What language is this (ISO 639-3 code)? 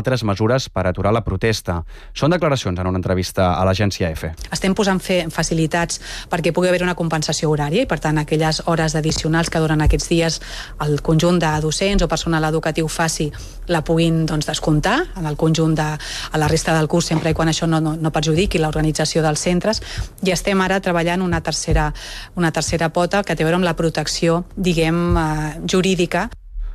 cat